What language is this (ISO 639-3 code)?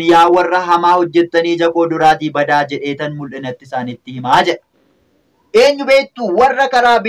orm